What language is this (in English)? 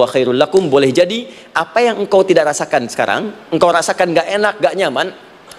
Indonesian